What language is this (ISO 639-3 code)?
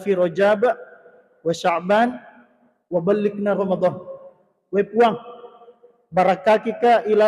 bug